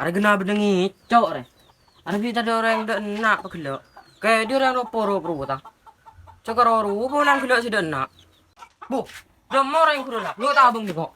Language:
Madurese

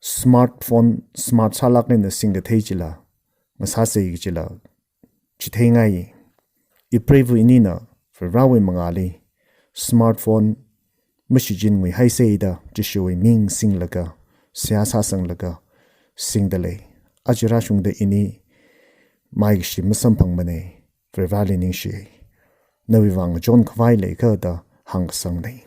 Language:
Tangkhul Naga (India)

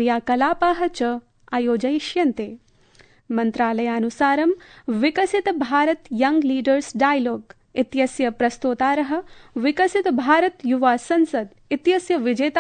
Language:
Sanskrit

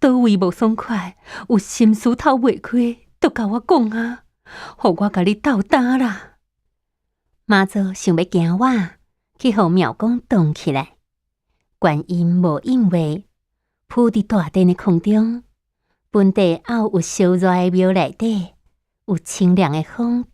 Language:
Min Nan Chinese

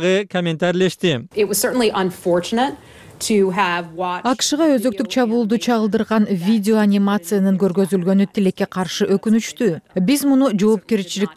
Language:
Kyrgyz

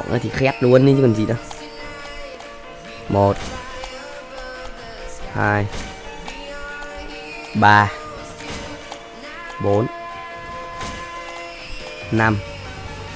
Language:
Vietnamese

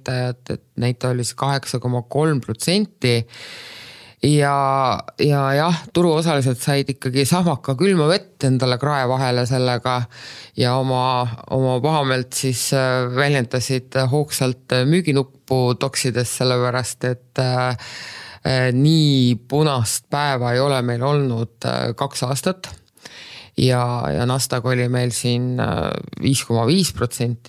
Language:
Estonian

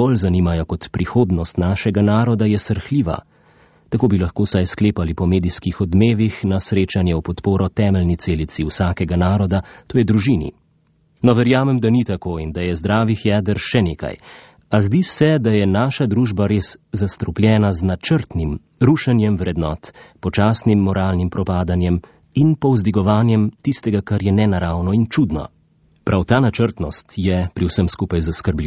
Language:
Slovenian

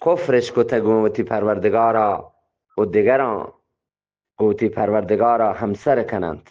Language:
Eastern Balochi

